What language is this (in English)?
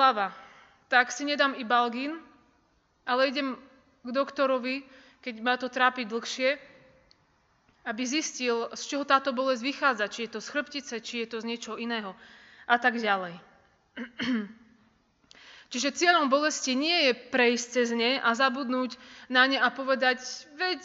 Slovak